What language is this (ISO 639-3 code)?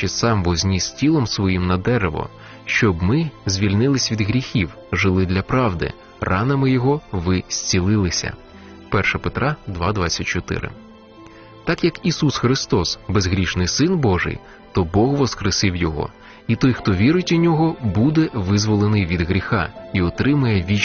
ukr